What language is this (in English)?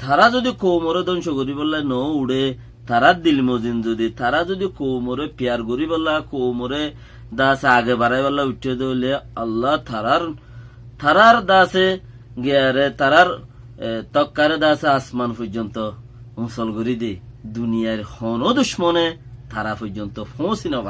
Rohingya